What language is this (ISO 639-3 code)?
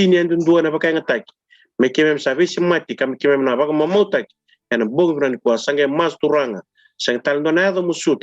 fij